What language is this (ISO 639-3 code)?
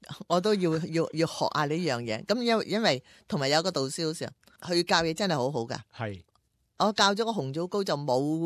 yue